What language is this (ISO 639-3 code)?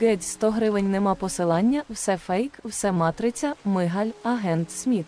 rue